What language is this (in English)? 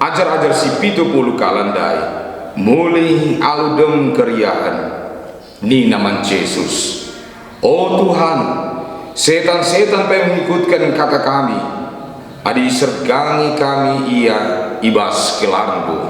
Batak Karo